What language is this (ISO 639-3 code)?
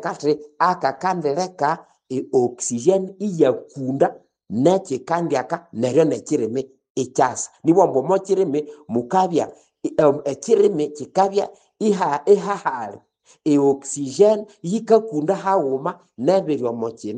nnb